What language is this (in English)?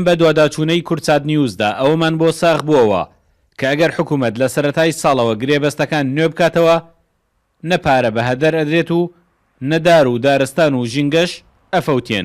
Central Kurdish